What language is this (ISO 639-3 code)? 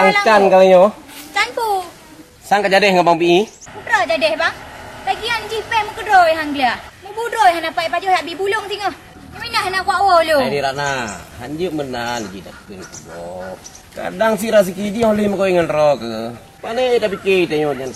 ace